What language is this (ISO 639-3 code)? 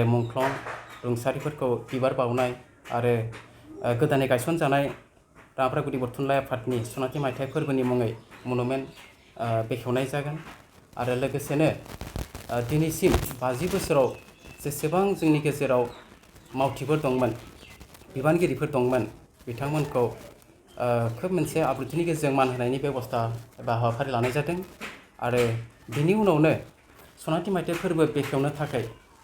brx